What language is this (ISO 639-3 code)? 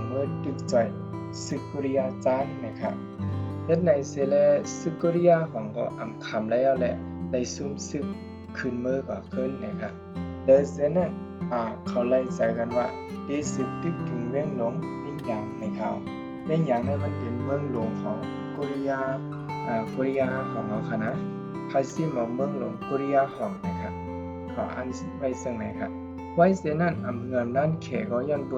shn